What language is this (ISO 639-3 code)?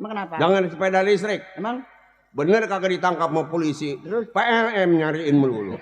bew